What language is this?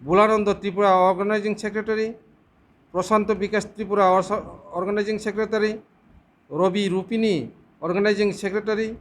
Kok Borok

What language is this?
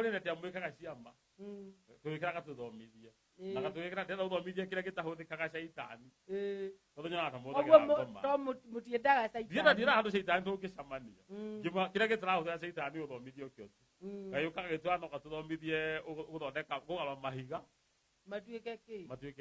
Kikuyu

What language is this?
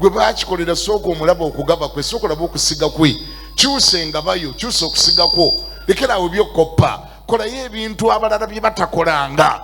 Ganda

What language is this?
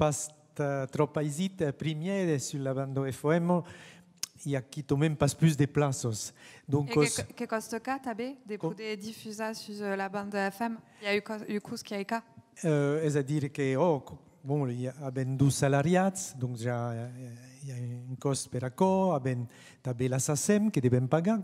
Occitan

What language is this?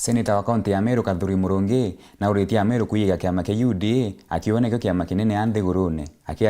Meru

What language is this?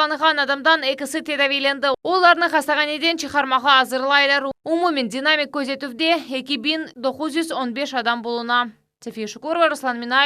Crimean Tatar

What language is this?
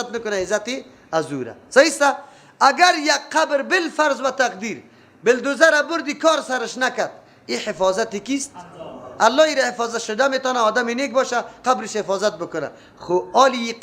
Persian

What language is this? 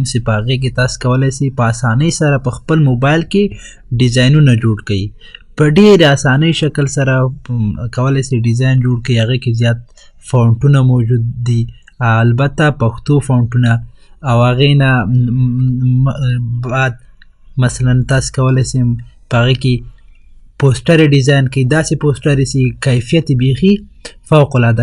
Pashto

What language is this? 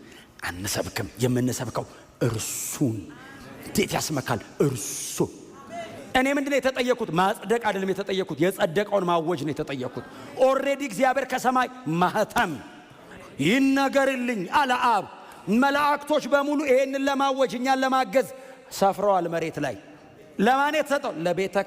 Amharic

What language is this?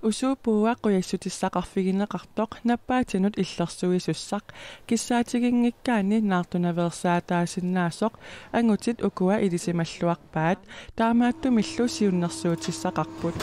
Kalaallisut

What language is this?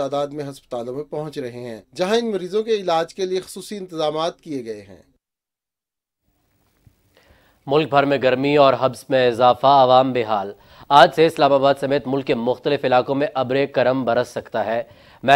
Urdu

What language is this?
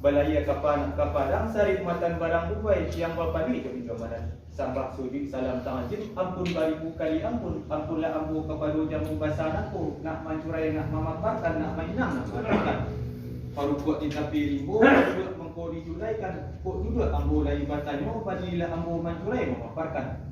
Minangkabau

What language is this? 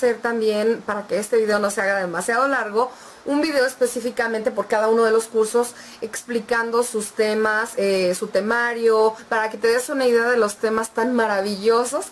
Spanish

